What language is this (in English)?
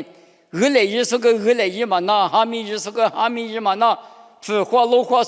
Lisu